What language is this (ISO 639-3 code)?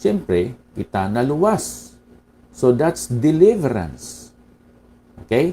hil